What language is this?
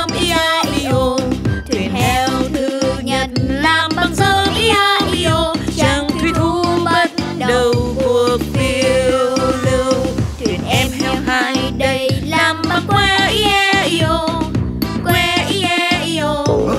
Vietnamese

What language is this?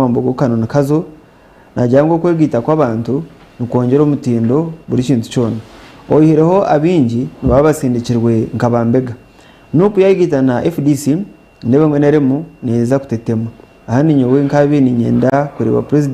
Nyankole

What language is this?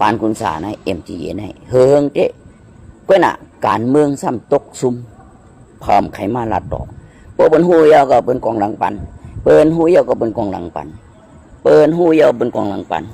Shan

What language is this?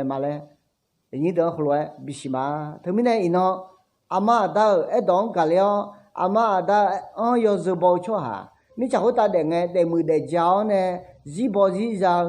Akha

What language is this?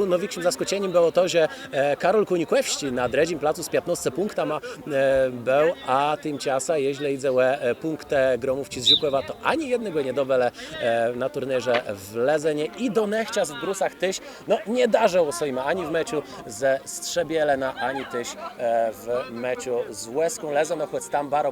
Kashubian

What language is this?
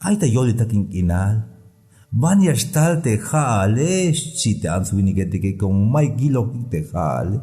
Tzeltal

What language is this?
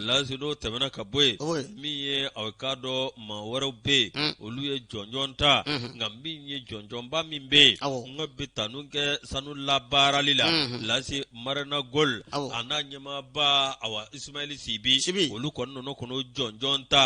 Bambara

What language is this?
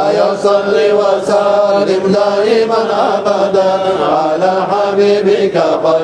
Kumyk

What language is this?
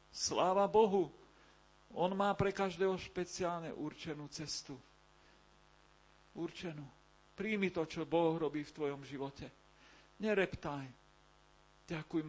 Slovak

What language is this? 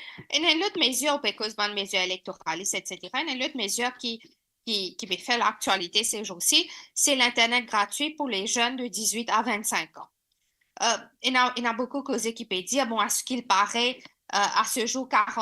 Morisyen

